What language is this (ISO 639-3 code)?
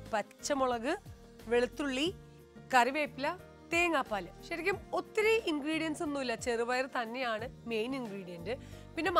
mal